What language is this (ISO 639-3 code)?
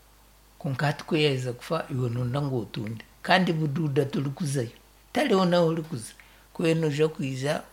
nyn